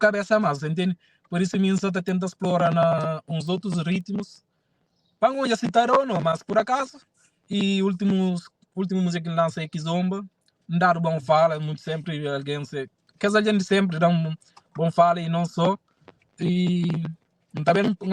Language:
Kabuverdianu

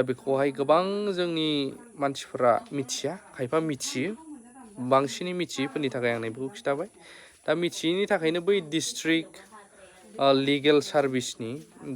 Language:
Bodo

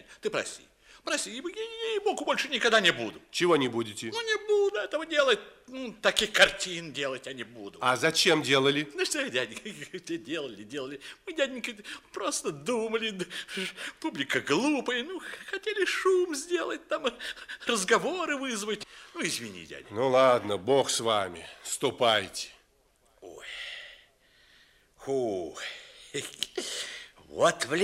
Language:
Russian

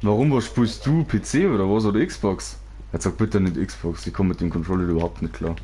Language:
Bavarian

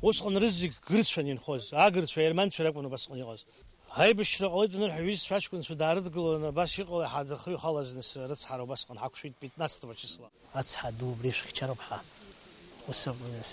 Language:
Abkhazian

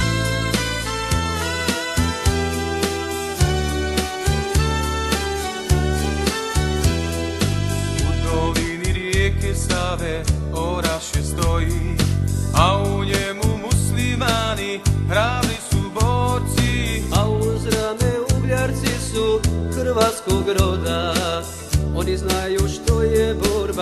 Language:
Croatian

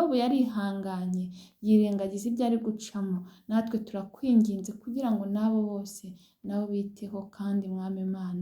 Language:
Kinyarwanda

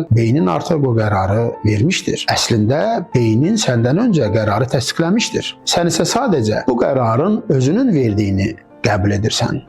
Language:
Azerbaijani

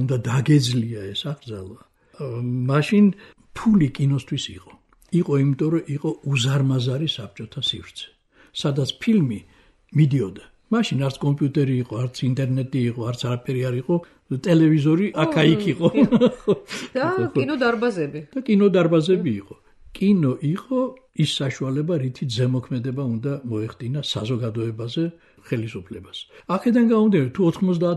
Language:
Georgian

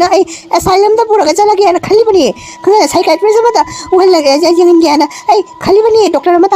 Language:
Manipuri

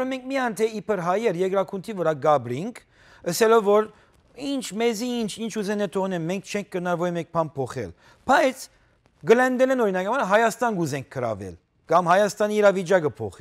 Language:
Western Armenian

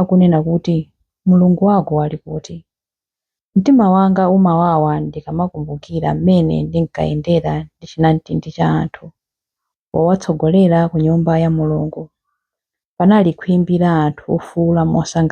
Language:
Nyanja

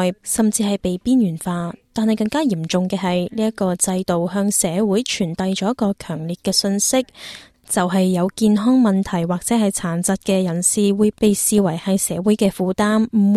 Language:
Cantonese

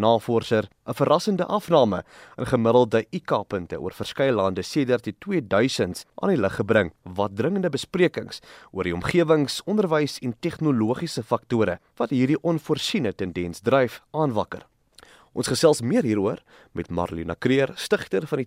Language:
Afrikaans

